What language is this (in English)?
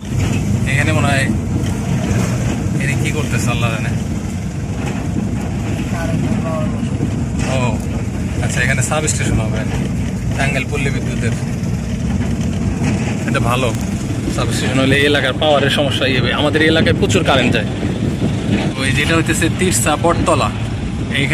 Bangla